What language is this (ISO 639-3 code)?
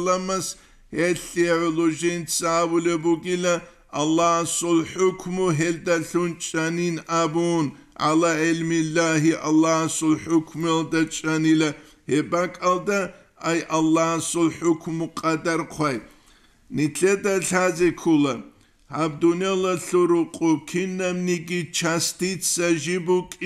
ava